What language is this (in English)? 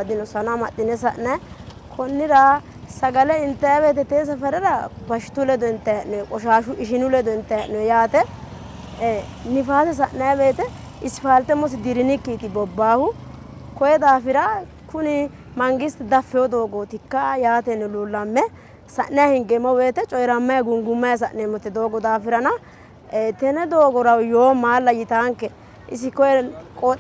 Sidamo